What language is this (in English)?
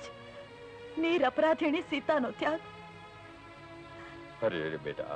Gujarati